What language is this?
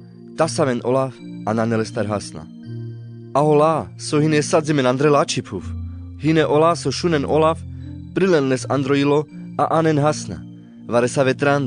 Carpathian Romani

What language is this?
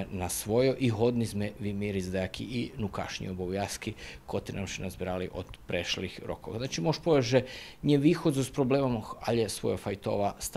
Serbian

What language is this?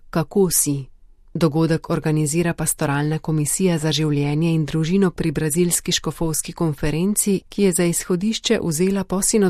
Slovenian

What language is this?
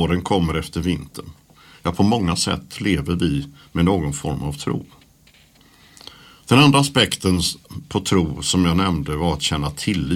Swedish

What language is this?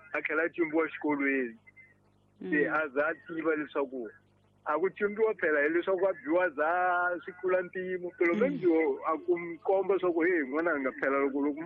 Tsonga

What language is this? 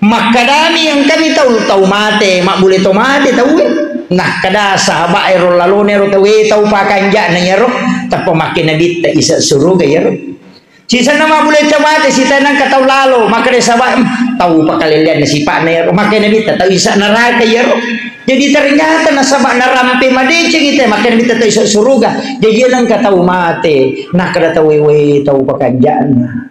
Buginese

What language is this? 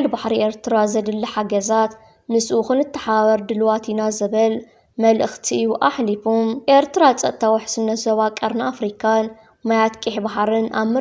Tigrinya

